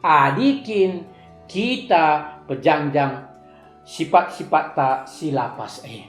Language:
Batak Karo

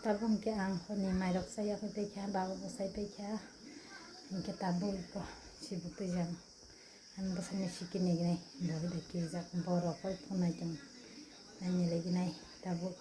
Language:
Kok Borok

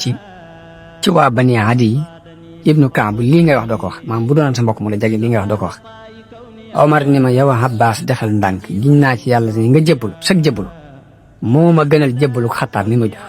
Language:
Wolof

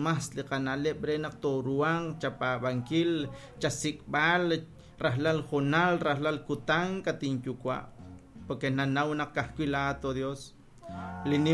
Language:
Kekchí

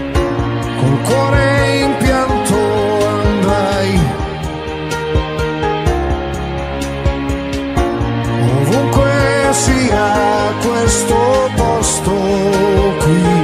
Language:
Italian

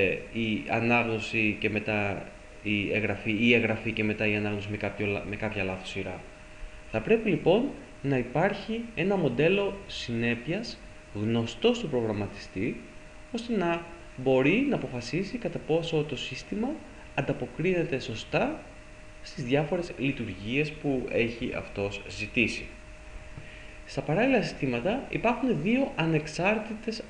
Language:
Greek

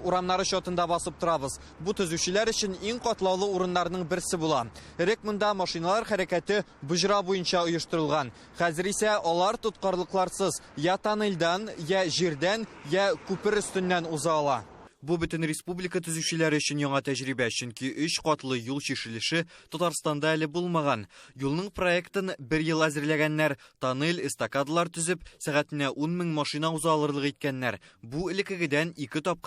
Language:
Tatar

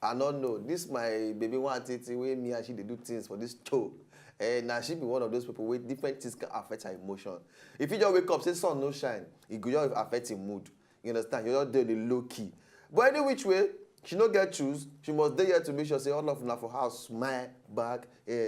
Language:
Nigerian Pidgin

